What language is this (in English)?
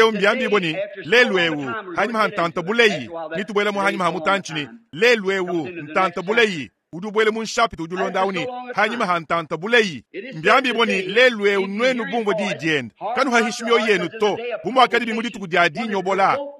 Luba-Lulua